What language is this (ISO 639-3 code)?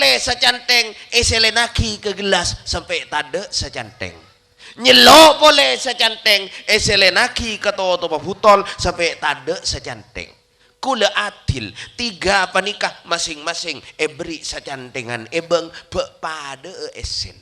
mad